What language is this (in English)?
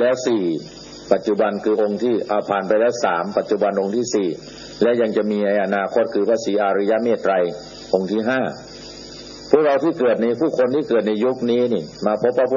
Thai